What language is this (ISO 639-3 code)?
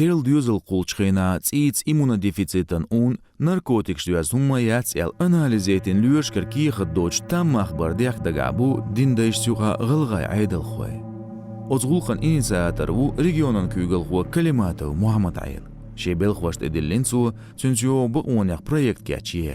che